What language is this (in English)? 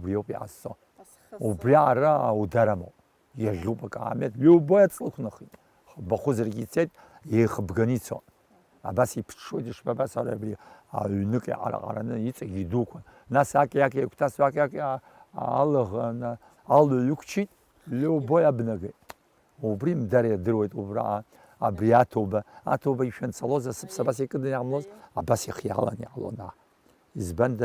Abkhazian